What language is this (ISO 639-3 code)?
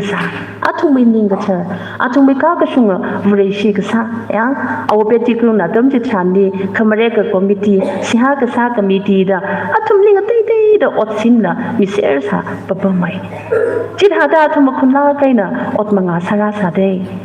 nmf